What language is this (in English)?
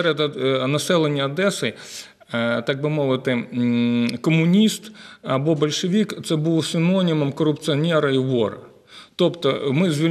Ukrainian